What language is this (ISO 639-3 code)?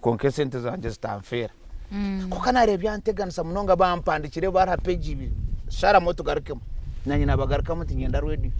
nyn